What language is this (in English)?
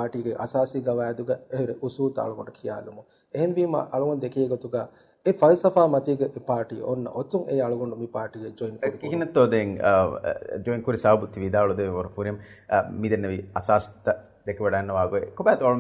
Divehi